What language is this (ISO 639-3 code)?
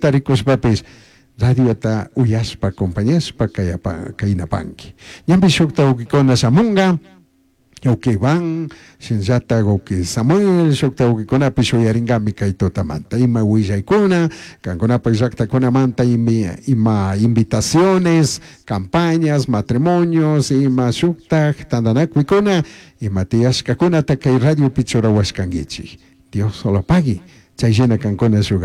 qug